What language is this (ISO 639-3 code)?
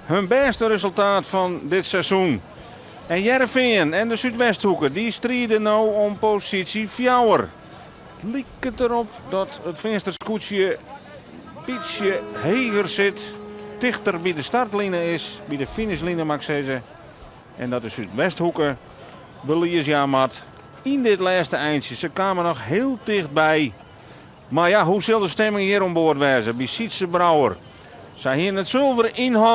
fry